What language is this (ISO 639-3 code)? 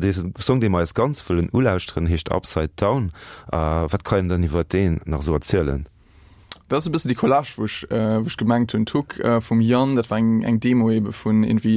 ltz